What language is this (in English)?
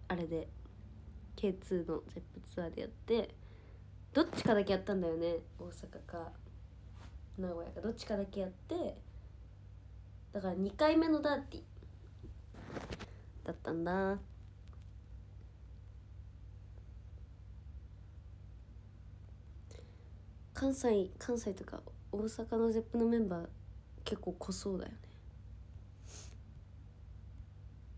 Japanese